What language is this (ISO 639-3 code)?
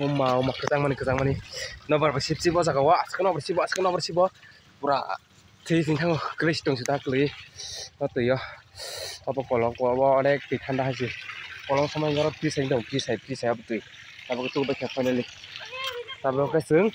trp